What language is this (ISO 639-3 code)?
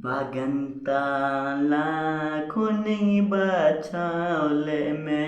sat